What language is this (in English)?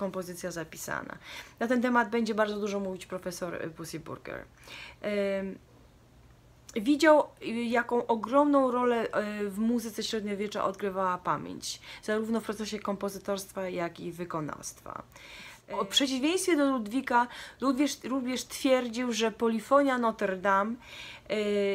Polish